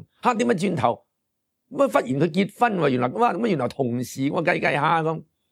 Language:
Cantonese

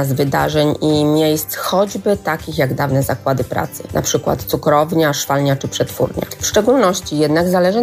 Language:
Polish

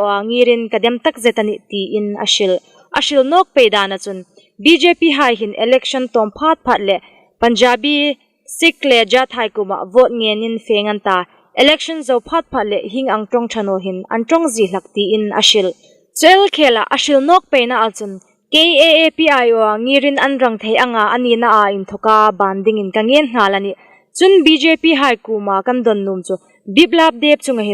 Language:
Hmar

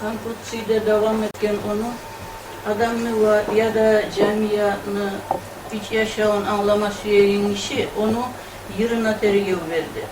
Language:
Kumyk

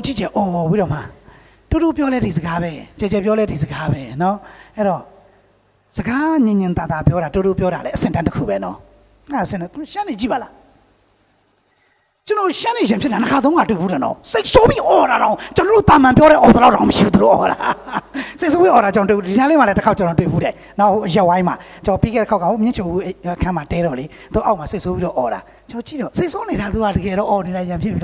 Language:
Burmese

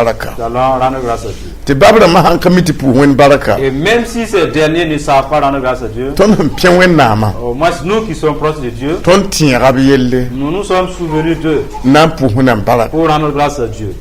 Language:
Mossi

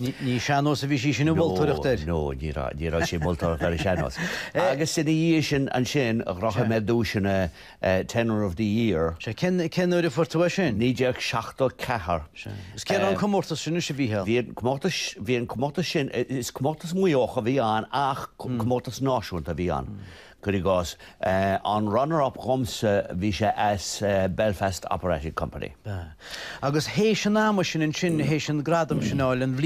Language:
Irish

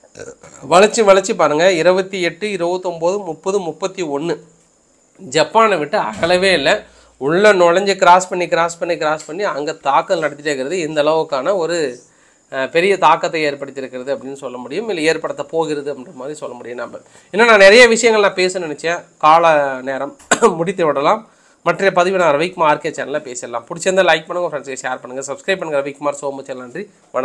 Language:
Tamil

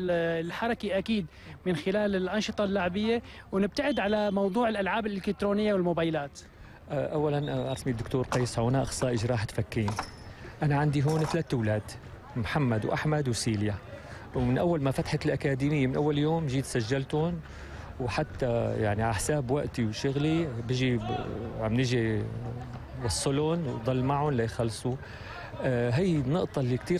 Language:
North Levantine Arabic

